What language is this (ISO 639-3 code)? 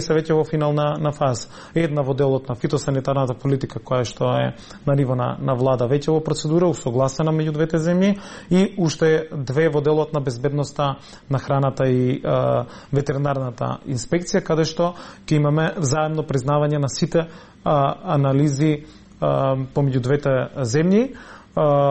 mkd